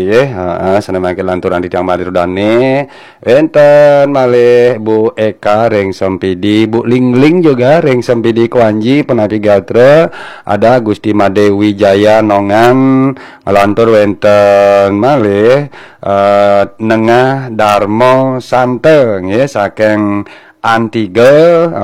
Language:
Balinese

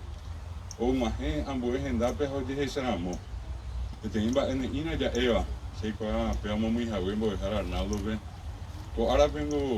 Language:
Guarani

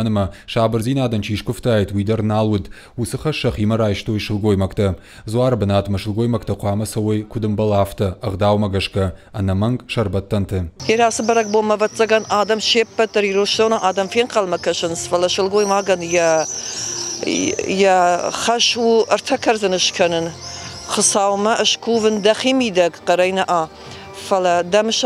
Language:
Ossetic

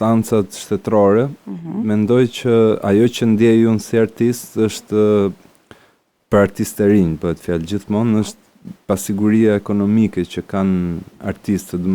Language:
Albanian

